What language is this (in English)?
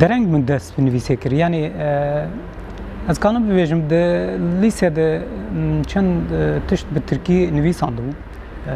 Kurdish